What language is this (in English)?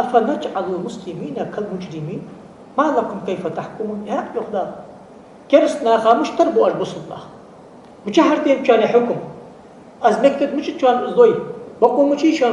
Ingush